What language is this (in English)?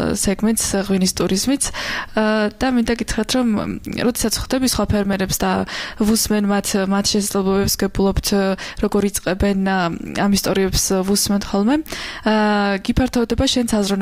Georgian